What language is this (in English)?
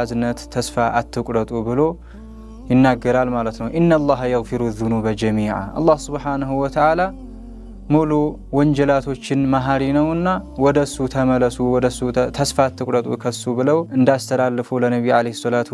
Amharic